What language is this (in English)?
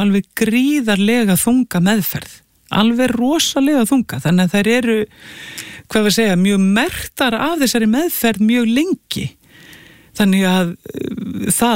Icelandic